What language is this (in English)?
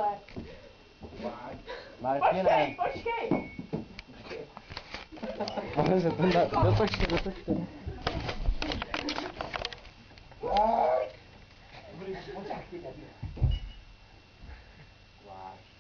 Czech